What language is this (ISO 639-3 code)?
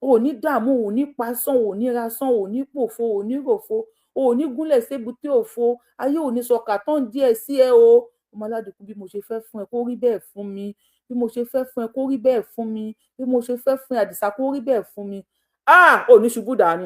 yor